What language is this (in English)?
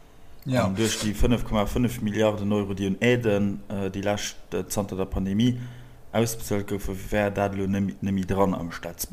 Luxembourgish